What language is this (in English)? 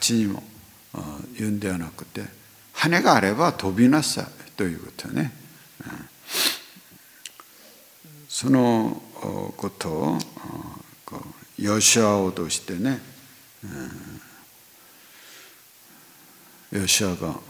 Japanese